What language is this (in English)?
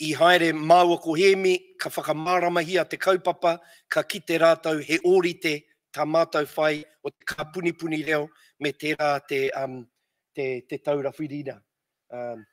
Māori